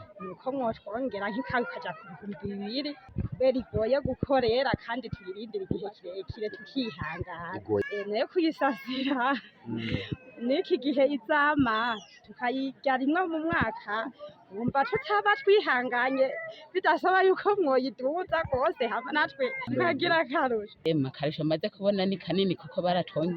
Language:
Rundi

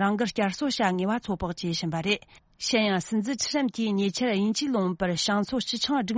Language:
Tibetan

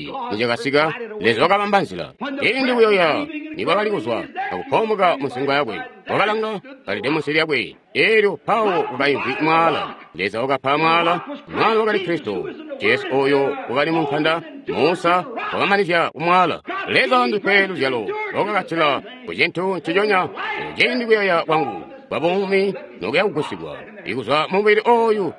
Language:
Tonga (Zambia)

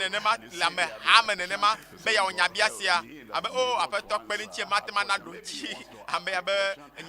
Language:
Ewe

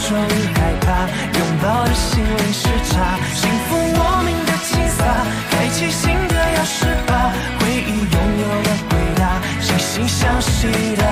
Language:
Chinese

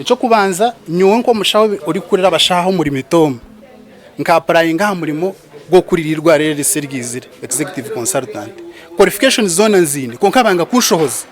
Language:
Nyankole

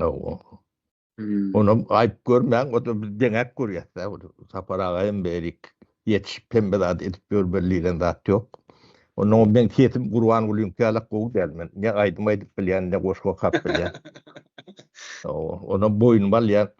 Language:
Turkmen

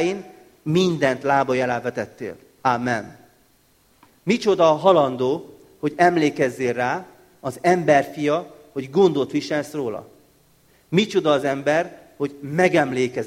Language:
Hungarian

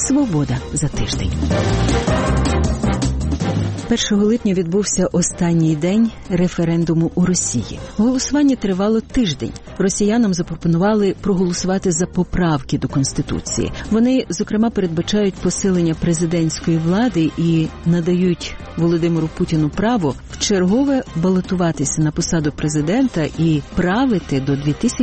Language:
Ukrainian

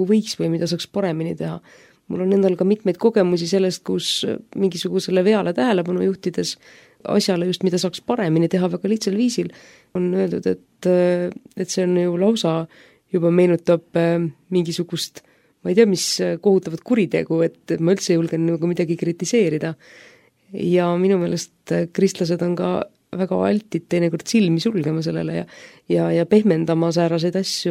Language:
Estonian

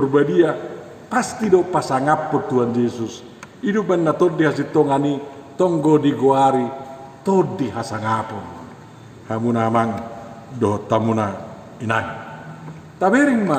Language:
Batak Toba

